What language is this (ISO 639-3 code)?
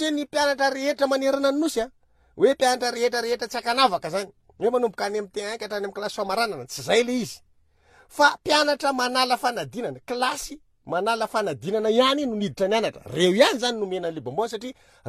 mlg